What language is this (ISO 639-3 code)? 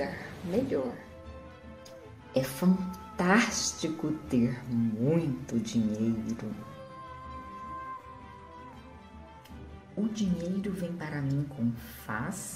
por